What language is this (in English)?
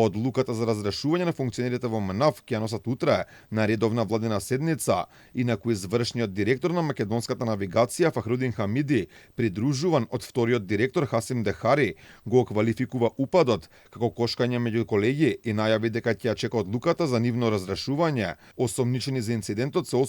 Macedonian